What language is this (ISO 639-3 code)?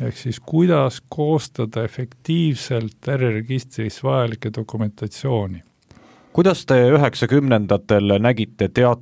est